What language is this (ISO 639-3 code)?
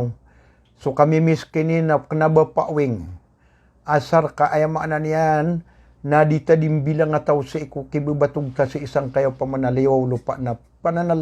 mrw